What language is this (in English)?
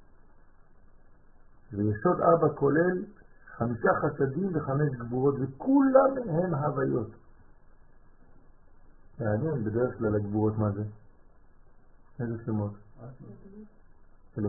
Hebrew